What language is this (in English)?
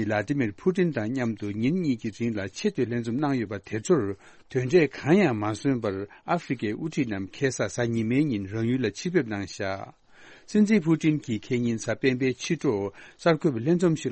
Tibetan